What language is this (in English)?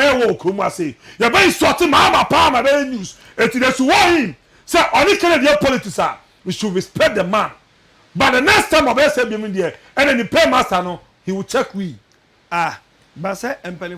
Akan